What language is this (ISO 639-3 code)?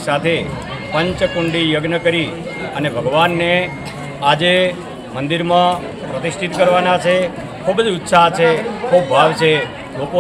guj